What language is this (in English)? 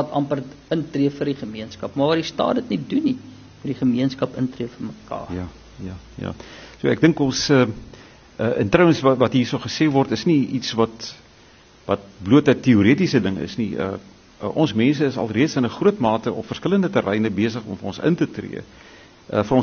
Afrikaans